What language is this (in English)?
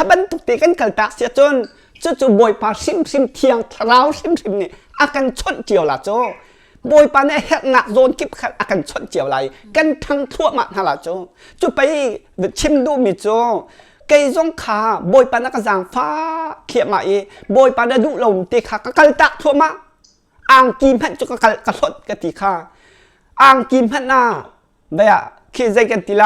Hakha Chin